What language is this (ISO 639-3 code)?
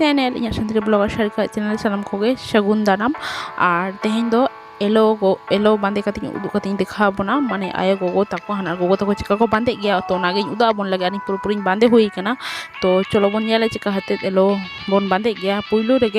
sat